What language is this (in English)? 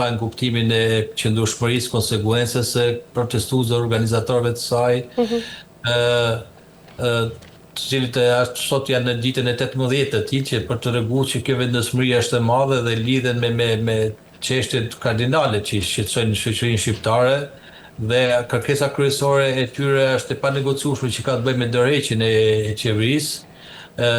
Albanian